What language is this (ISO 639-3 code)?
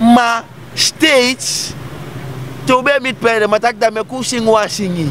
srn